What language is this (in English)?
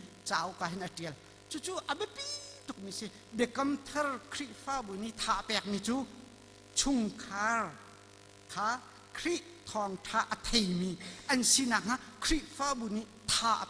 Hakha Chin